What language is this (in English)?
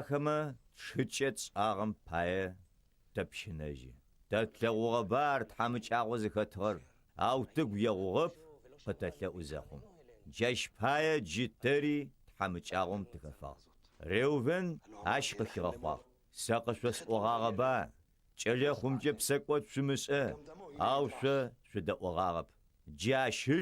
Adyghe